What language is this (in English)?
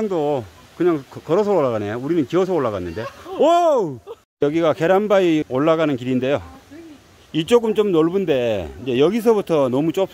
Korean